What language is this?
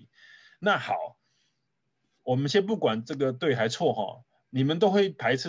Chinese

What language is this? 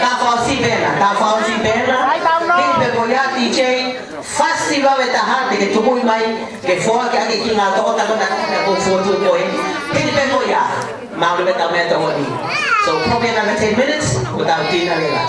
Tongan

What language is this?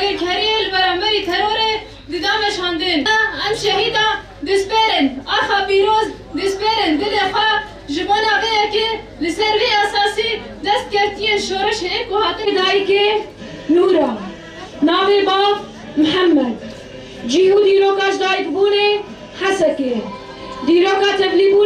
Kurdish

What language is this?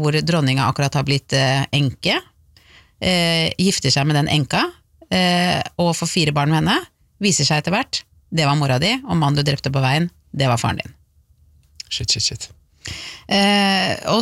Norwegian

